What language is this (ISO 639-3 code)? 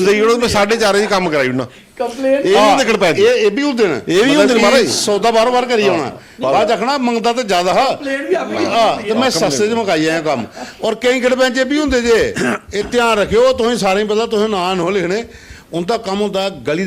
doi